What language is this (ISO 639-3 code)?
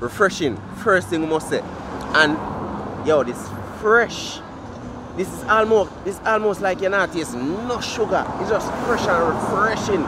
jam